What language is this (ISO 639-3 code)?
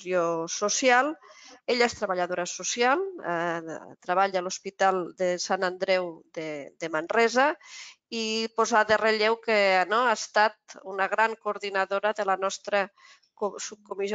cat